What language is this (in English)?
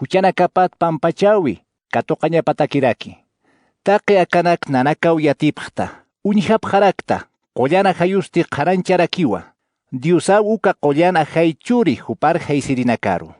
Aymara